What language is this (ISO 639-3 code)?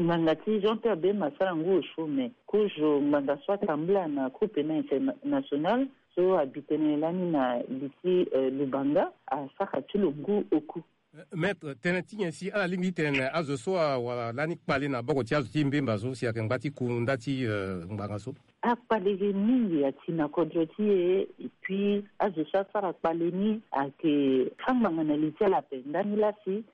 sag